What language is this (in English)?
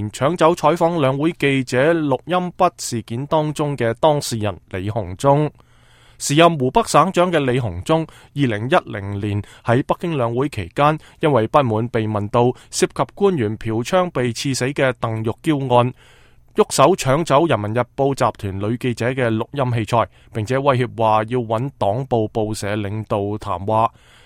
Cantonese